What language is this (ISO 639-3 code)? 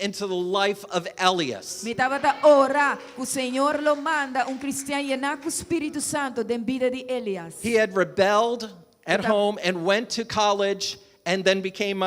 pap